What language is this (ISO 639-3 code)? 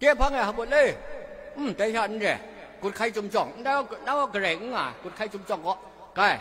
kac